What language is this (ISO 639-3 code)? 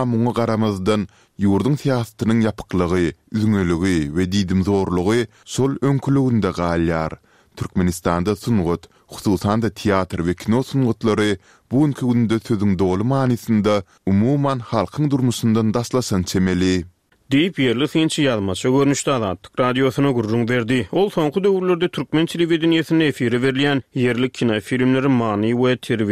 tuk